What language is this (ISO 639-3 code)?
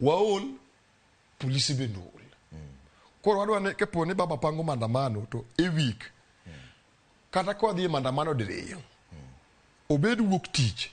luo